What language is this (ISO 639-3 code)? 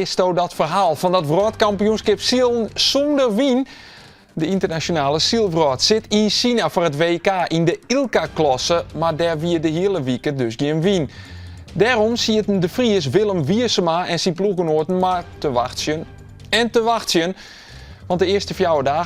fry